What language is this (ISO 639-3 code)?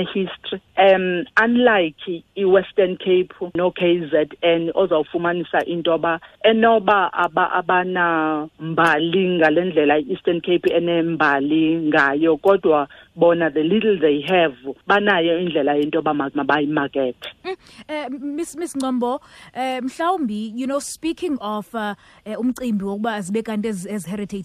xho